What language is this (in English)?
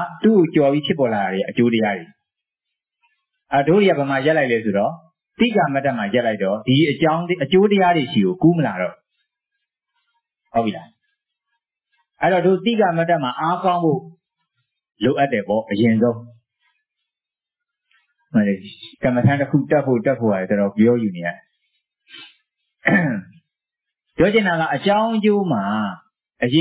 Burmese